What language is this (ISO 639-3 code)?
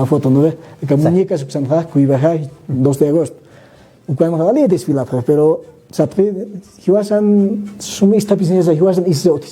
aym